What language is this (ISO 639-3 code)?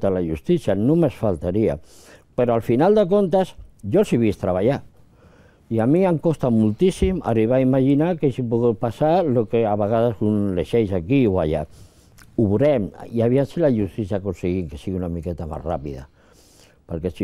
cat